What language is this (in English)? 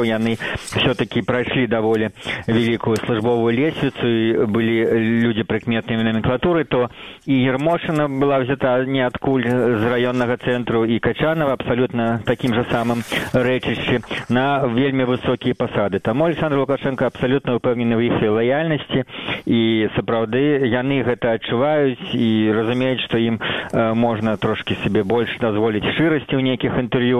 Belarusian